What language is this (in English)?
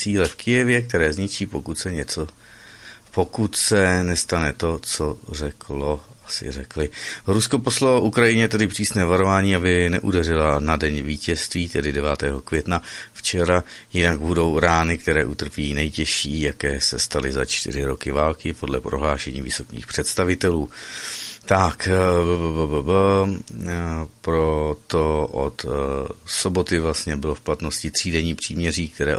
Czech